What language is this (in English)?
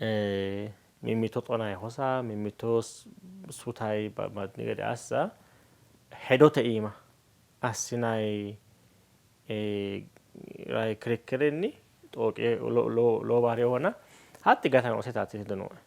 Sidamo